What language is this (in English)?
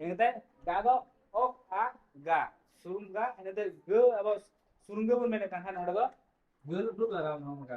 Santali